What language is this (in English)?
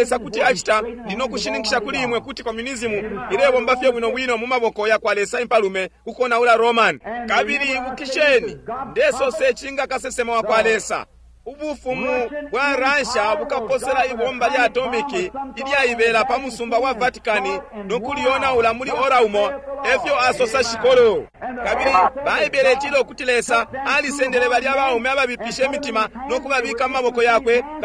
Bemba